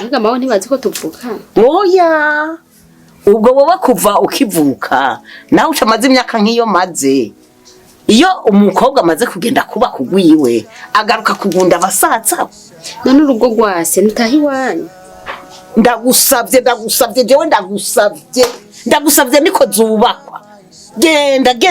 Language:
Rundi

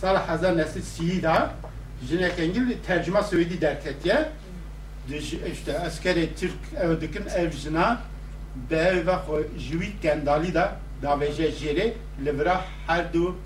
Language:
Kurdish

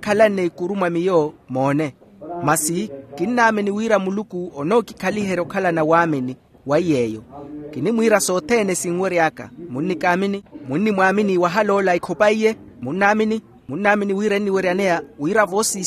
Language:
Makhuwa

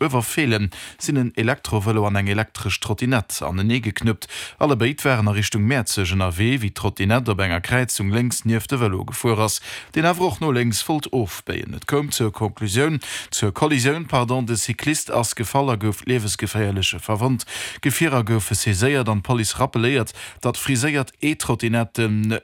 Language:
Luxembourgish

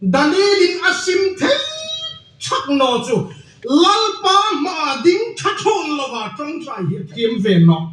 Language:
Hmar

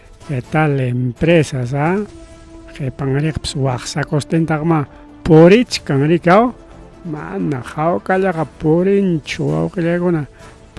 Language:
Ayacucho Quechua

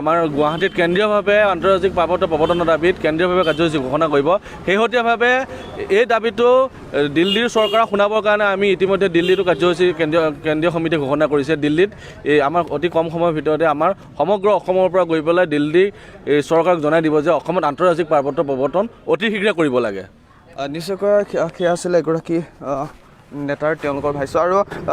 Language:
Assamese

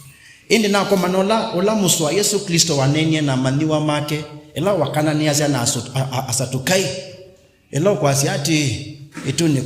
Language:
Kamba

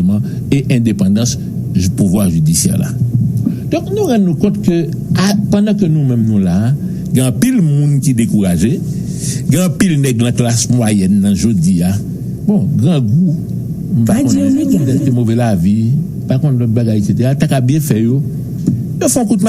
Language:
Haitian Creole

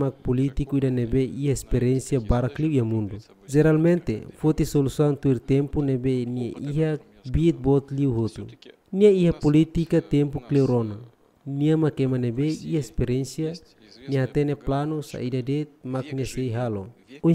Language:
Tetum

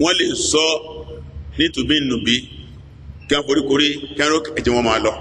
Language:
Yoruba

